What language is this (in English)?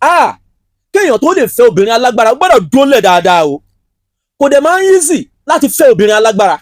Yoruba